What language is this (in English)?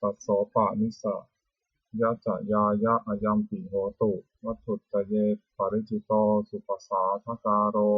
Pali